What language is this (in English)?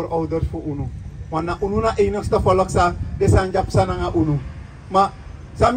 Sranan Tongo